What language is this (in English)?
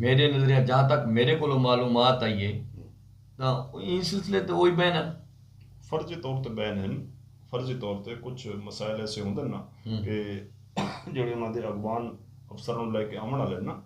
Saraiki